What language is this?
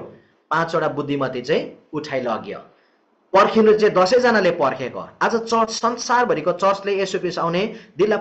Nepali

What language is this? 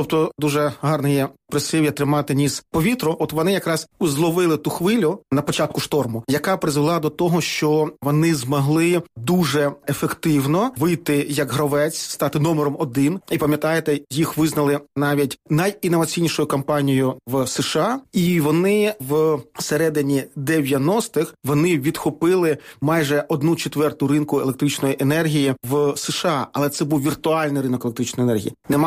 Ukrainian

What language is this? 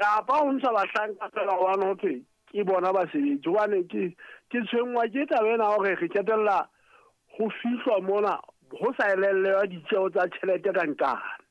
Southern Sotho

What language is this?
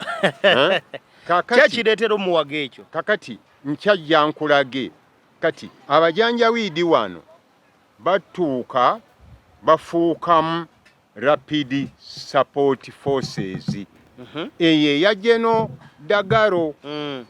Ganda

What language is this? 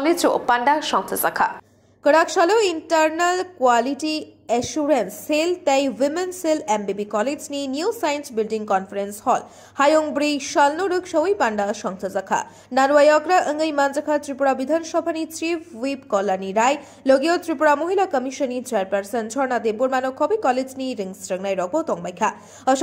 Kok Borok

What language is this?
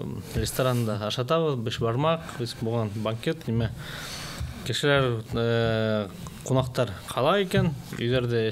Bashkir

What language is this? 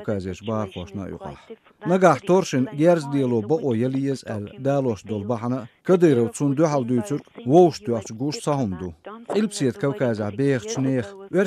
Chechen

